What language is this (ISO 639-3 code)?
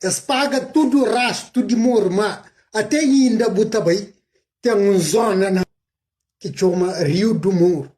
kea